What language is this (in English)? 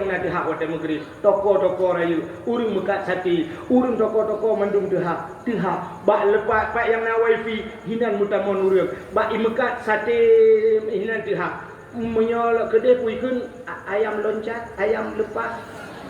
Achinese